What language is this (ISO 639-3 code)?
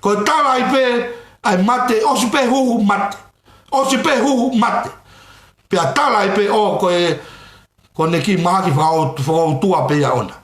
ton